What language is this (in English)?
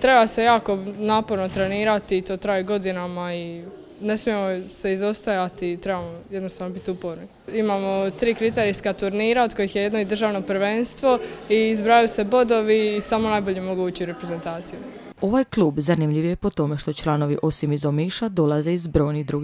Croatian